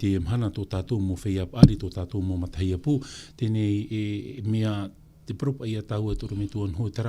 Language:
Tahitian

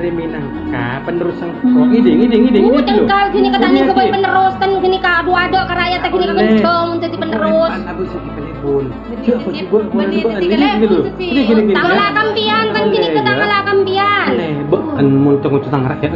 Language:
Madurese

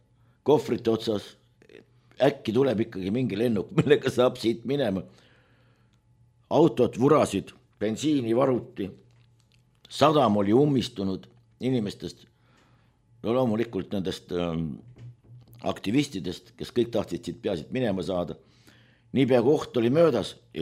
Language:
Estonian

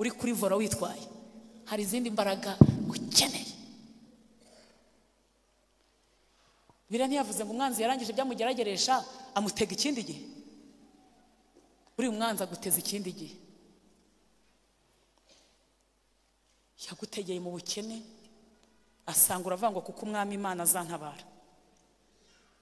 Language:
Kinyarwanda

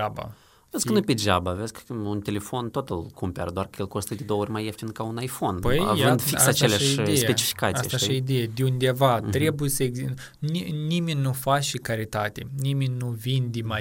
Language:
Romanian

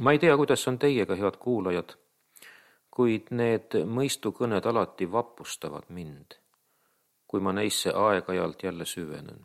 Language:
Estonian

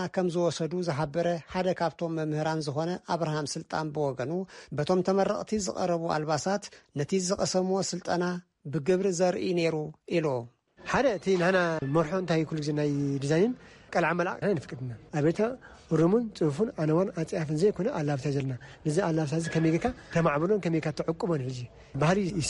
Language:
Tigrinya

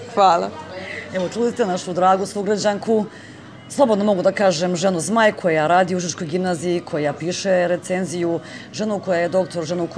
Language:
Serbian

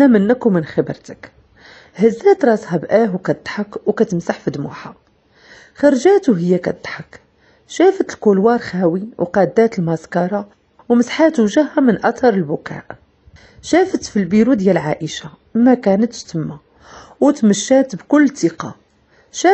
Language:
Moroccan Arabic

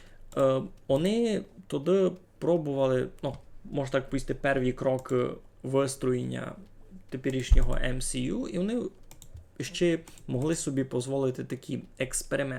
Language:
Rusyn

